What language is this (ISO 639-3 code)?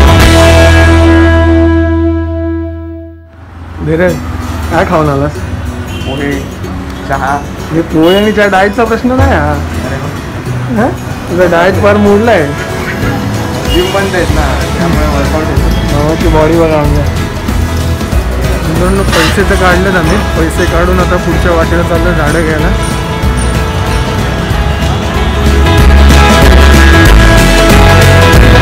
mar